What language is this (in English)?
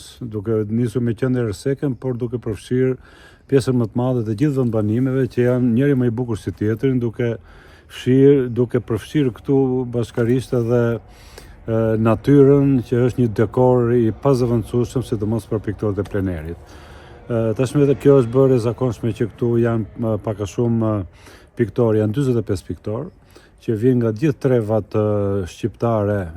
Albanian